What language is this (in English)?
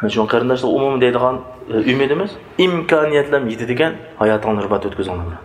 Uyghur